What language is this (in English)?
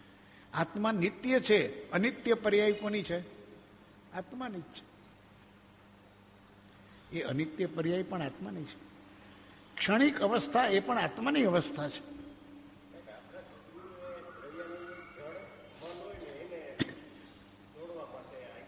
Gujarati